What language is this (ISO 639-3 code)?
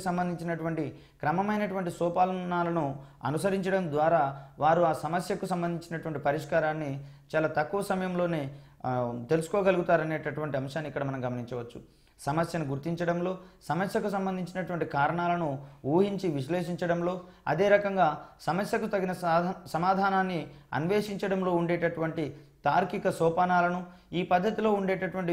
tel